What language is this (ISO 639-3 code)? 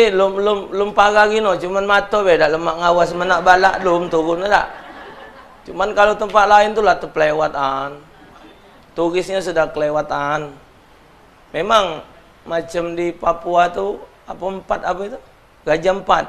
mui